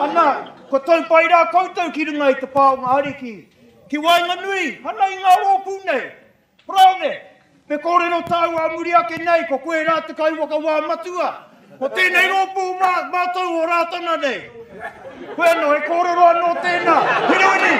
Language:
Māori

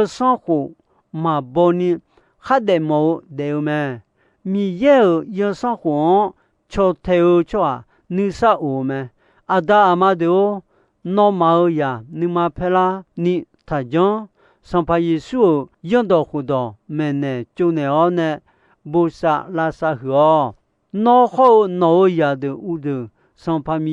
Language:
Akha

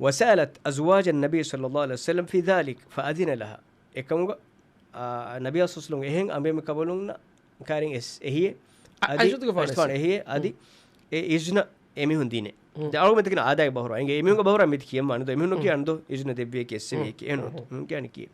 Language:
Divehi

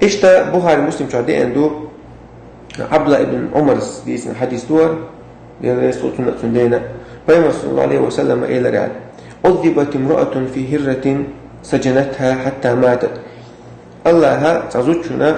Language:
Chechen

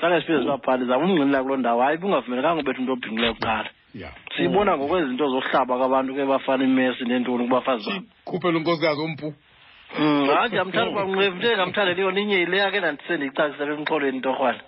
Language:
Xhosa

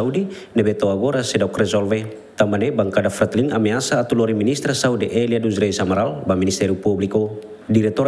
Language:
Tetum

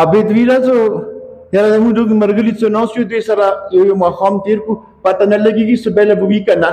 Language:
Pashto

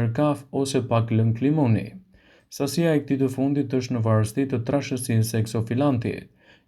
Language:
Albanian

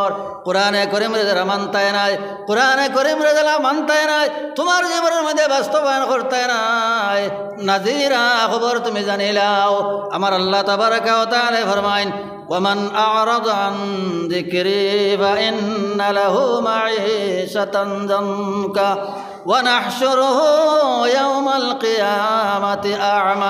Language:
Sylheti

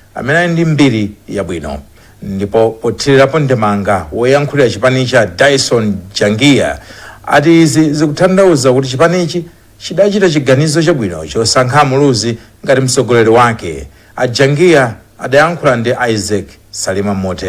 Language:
Nyanja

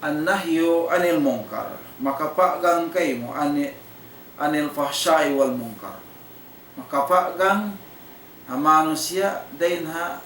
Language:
Tausug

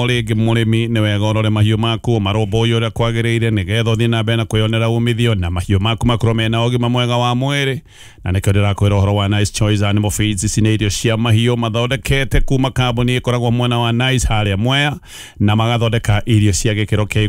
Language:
Kikuyu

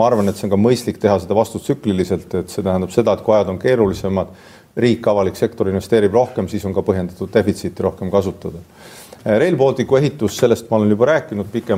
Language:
Estonian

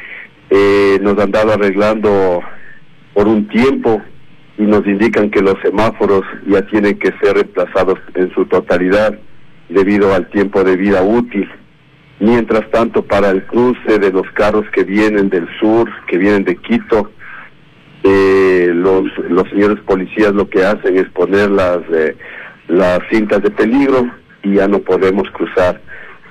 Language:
Spanish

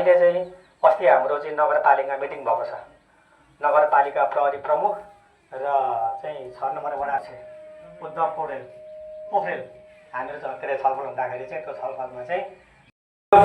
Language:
Nepali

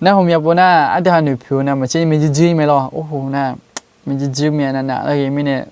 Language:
Akha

